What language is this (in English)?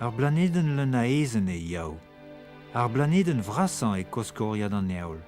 Breton